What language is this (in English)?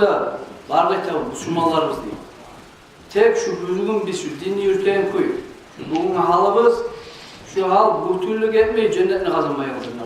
Kumyk